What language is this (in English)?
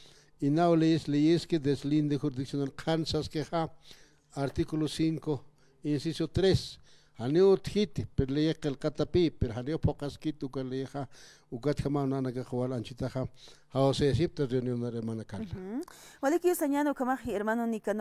Aymara